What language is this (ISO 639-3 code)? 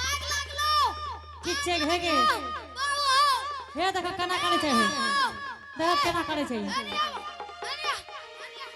anp